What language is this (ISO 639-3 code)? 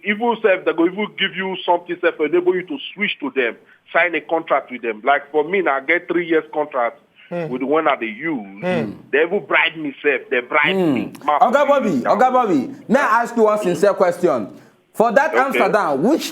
pcm